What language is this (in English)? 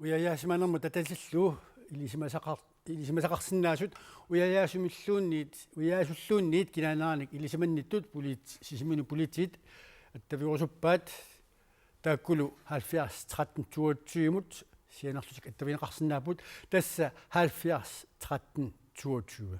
Kalaallisut